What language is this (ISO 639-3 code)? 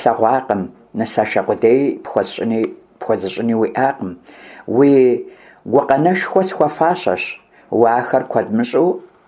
kbd